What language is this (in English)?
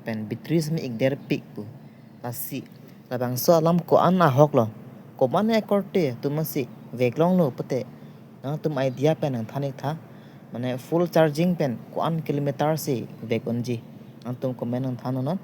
Karbi